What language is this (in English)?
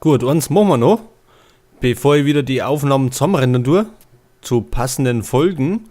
Bavarian